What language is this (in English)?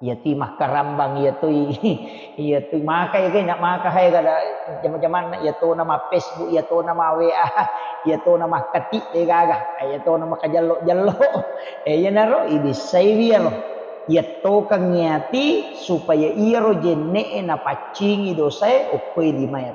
Buginese